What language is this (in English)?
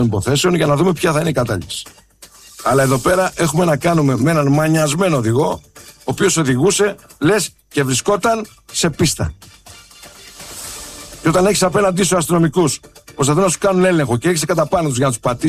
Greek